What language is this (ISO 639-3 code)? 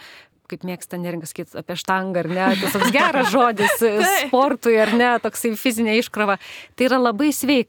lit